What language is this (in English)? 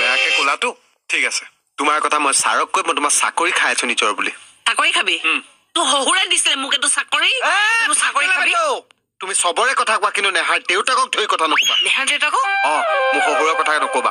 Assamese